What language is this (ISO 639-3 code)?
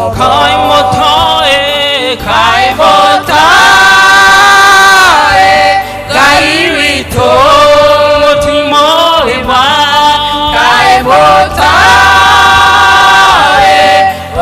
kik